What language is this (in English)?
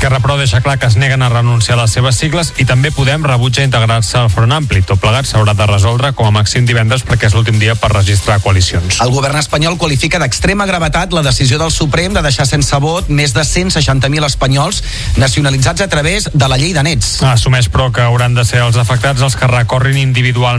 Catalan